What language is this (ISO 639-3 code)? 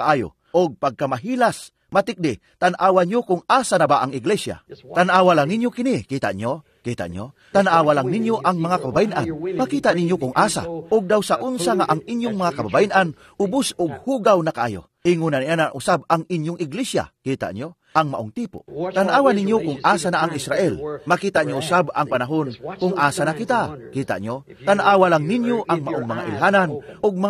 ceb